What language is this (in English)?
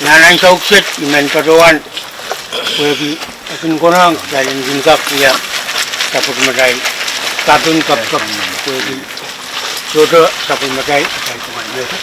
Pohnpeian